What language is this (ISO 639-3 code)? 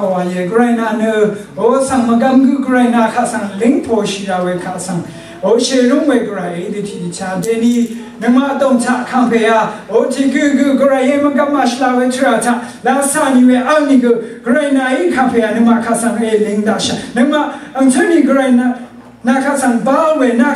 raw